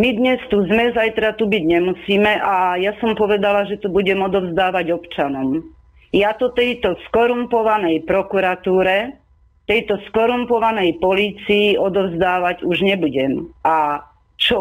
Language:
Slovak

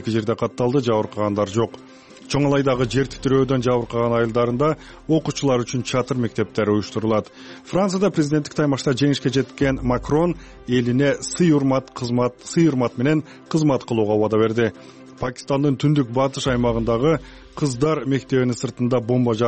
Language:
Kyrgyz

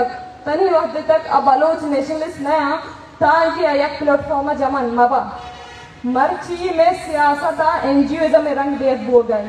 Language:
Baluchi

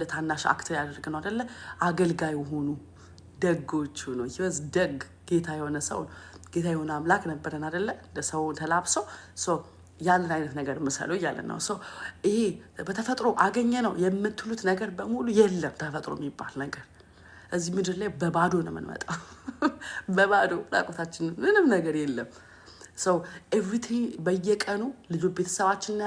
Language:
Amharic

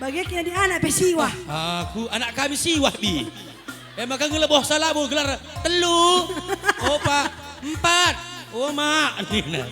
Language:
Batak Karo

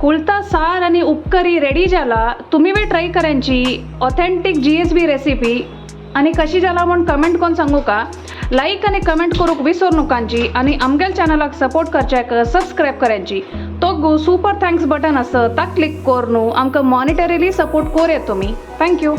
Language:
Konkani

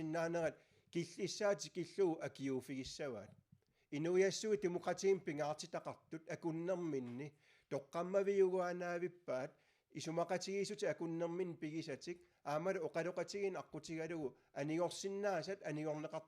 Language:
Kalaallisut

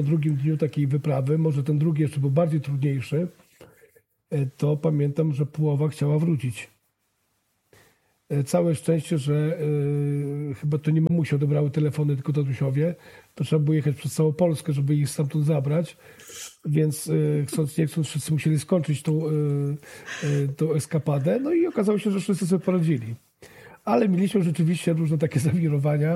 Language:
Polish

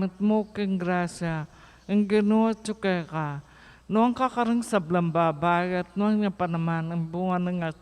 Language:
Pampanga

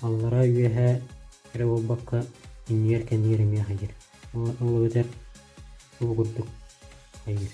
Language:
Yakut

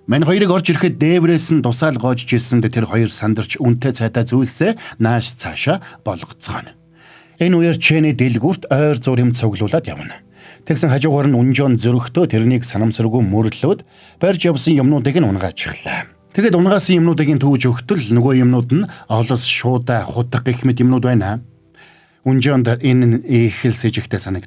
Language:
Mongolian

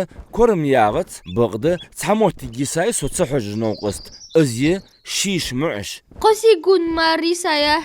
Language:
Ingush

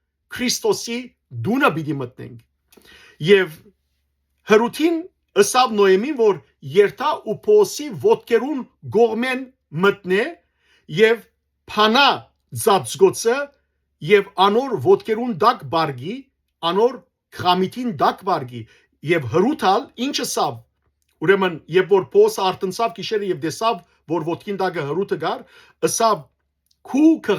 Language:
Western Armenian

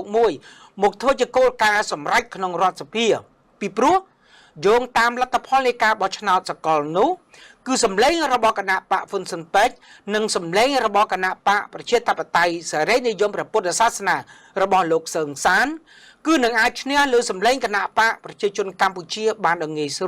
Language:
Khmer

